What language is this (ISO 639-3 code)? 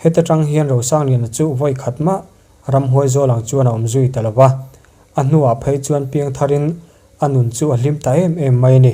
lus